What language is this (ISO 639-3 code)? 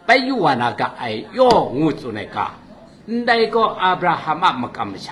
kac